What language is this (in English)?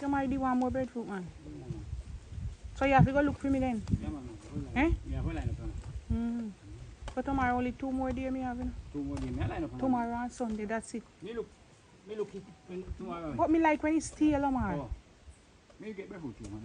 Jamaican Creole English